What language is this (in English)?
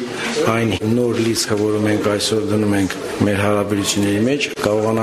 Armenian